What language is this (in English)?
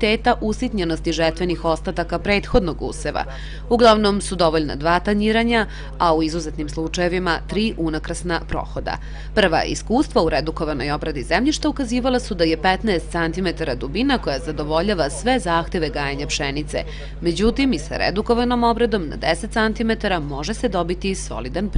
Serbian